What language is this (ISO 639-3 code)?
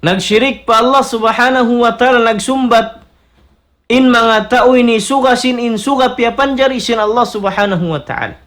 tsg